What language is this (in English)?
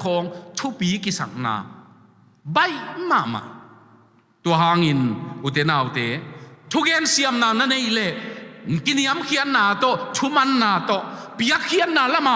Tedim Chin